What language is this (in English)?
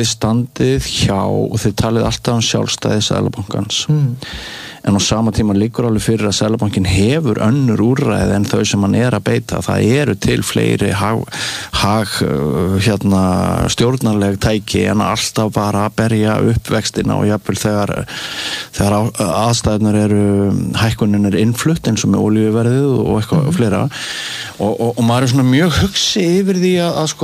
Icelandic